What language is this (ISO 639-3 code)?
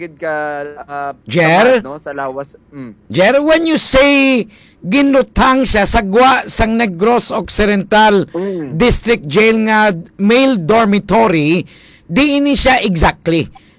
hil